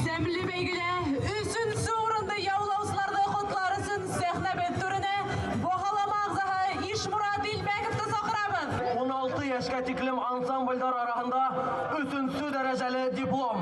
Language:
Bashkir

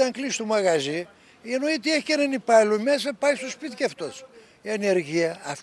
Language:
Greek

